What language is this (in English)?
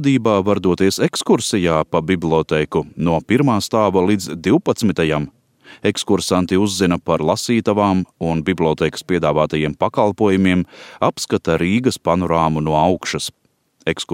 Latvian